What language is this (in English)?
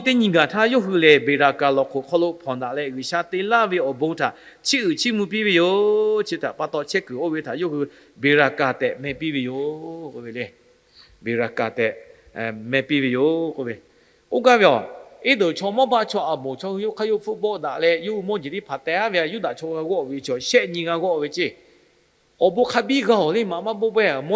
Lahu